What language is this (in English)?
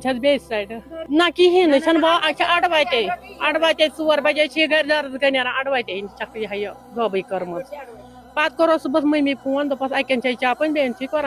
Kashmiri